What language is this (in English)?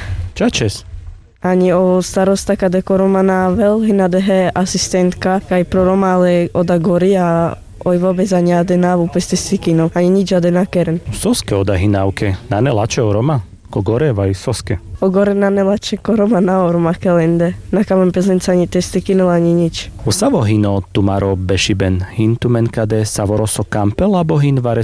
Carpathian Romani